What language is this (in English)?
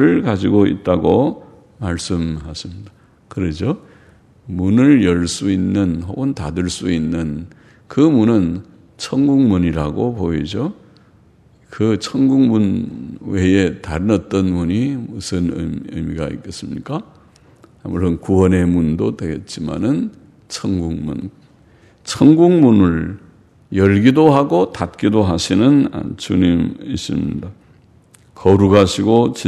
Korean